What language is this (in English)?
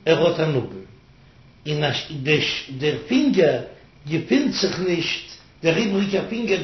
Yiddish